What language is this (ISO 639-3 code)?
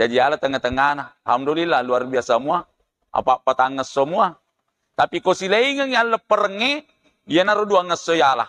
bug